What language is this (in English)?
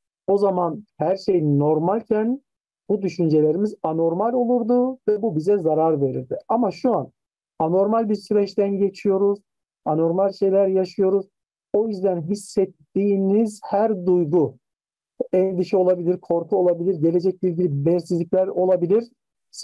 Turkish